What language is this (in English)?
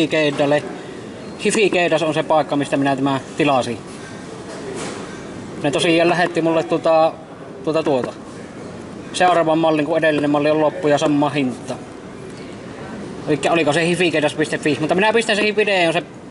Finnish